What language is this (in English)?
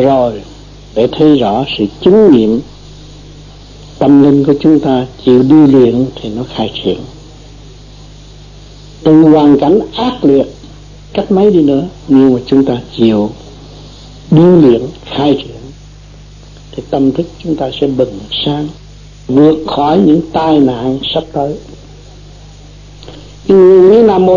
Vietnamese